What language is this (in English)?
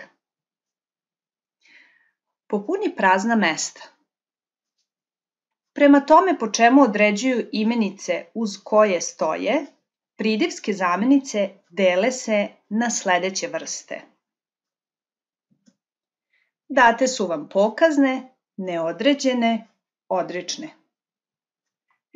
Serbian